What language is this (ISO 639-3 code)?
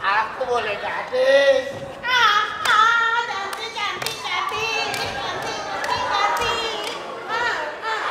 mui